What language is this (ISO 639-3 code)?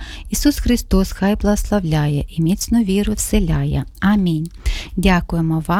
ukr